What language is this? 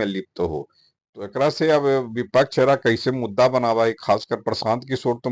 Magahi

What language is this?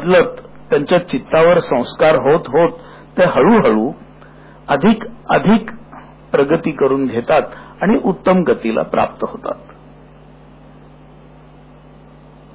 Marathi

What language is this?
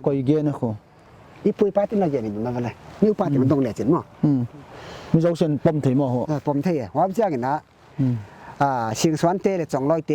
Paite Chin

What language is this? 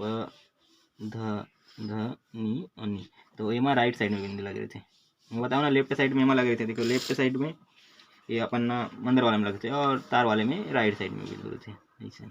Chhattisgarhi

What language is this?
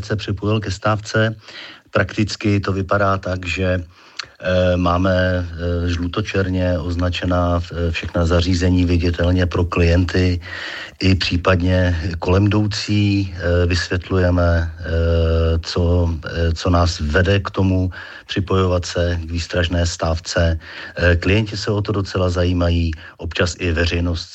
Czech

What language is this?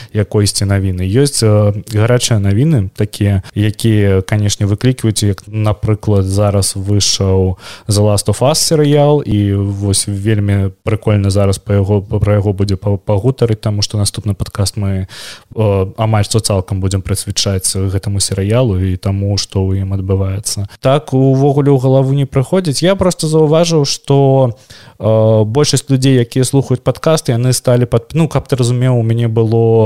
Belarusian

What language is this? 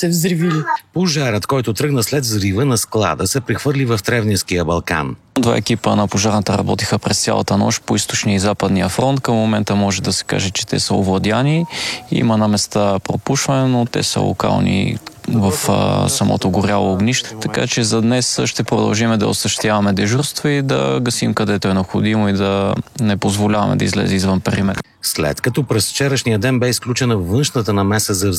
Bulgarian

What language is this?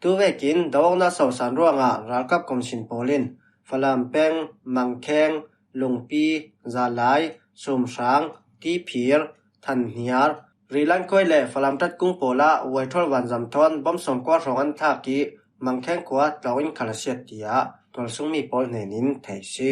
Falam Chin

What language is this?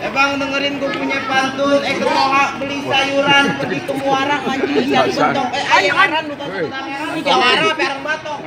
Betawi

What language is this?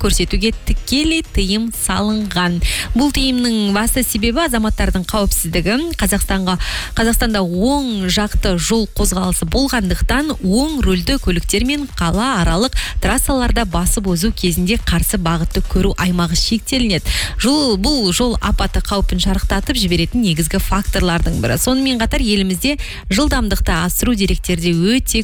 Kazakh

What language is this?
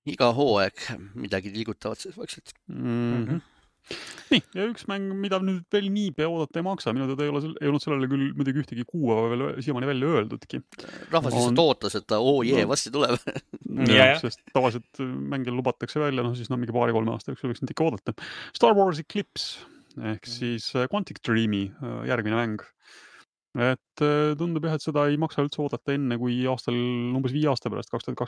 Estonian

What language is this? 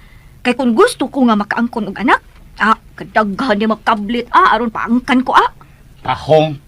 Cebuano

